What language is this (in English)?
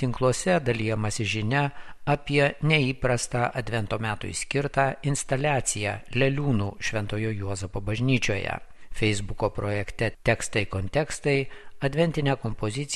Lithuanian